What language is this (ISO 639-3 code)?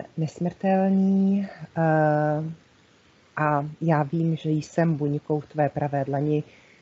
ces